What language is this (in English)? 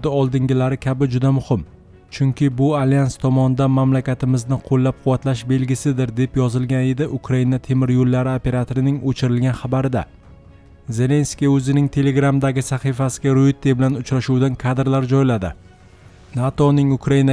Uzbek